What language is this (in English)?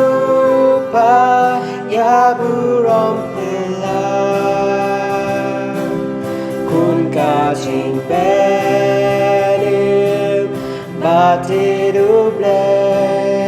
Khasi